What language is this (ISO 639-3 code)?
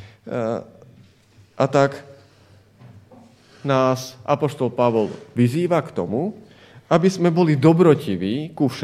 slk